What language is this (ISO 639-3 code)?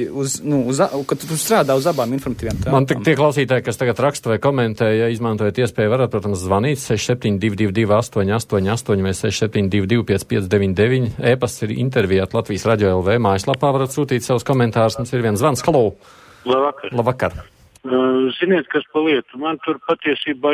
lav